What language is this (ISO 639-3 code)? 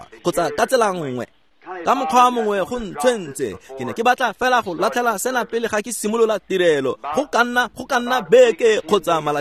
tsn